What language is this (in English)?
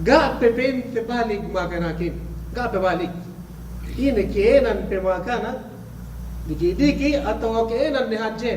Yakan